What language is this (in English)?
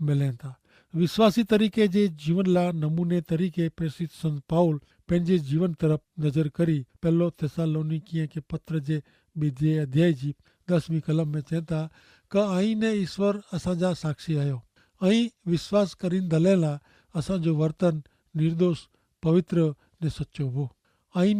Kachhi